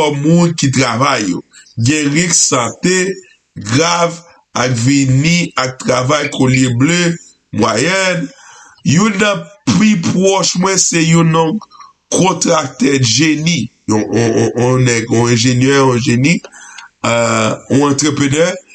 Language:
Haitian Creole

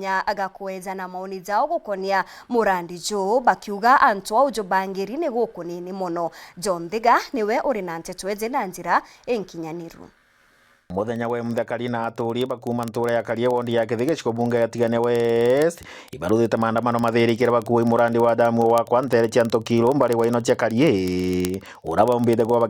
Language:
Meru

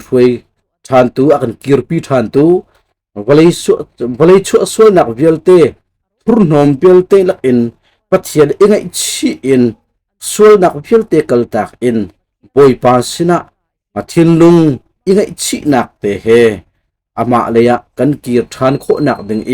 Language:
Hakha Chin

